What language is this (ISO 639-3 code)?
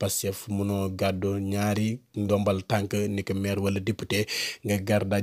wol